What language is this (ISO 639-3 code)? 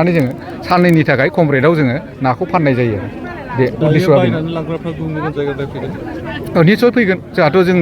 brx